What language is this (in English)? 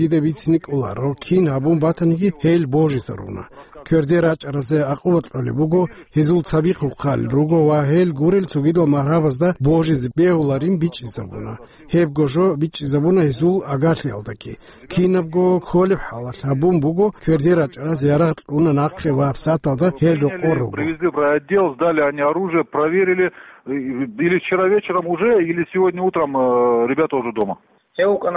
Avaric